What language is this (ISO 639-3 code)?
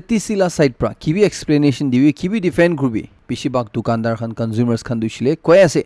nag